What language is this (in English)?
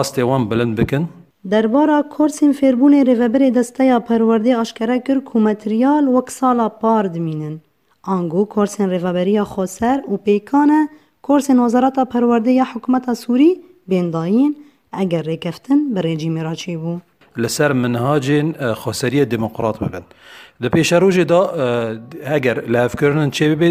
Kurdish